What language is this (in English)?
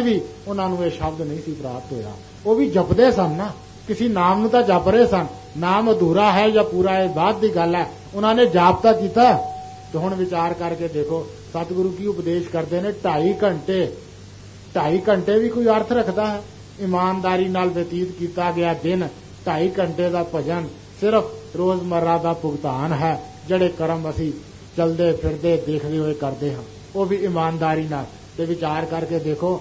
Punjabi